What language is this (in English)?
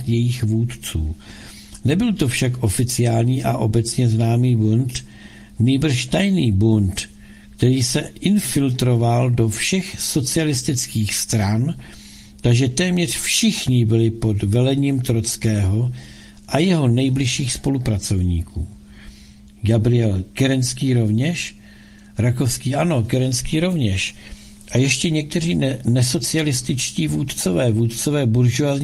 Czech